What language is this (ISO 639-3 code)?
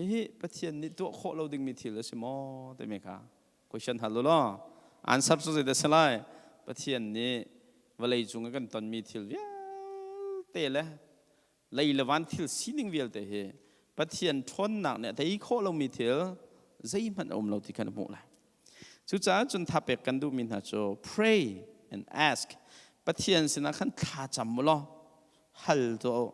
cnh